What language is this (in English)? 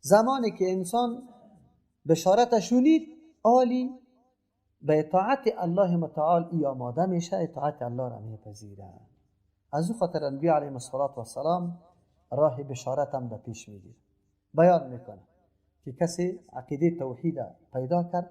Persian